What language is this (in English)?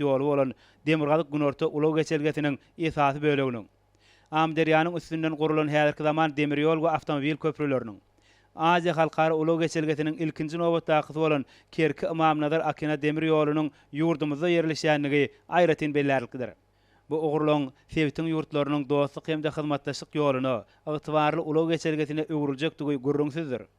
Turkmen